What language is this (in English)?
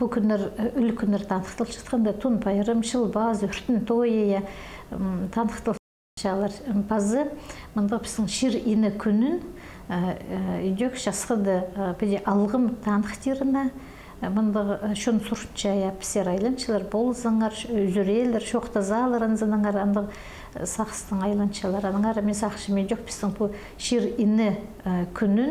Khakas